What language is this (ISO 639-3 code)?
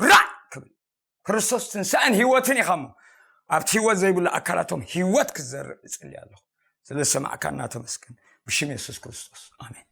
tir